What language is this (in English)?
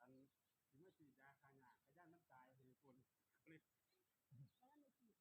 Northeastern Thai